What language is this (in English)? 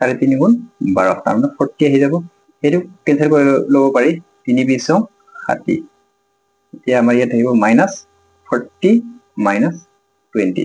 Assamese